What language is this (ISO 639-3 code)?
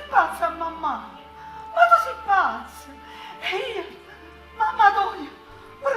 nap